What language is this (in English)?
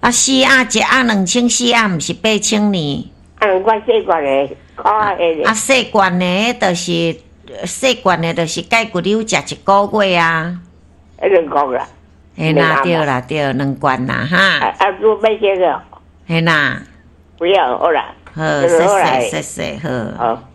Min Nan Chinese